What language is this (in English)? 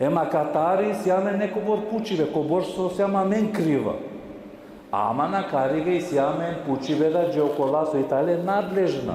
Balkan Romani